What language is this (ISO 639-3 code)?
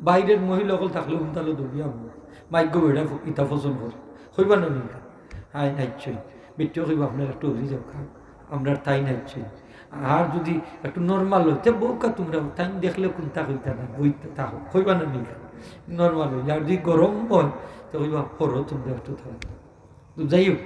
syl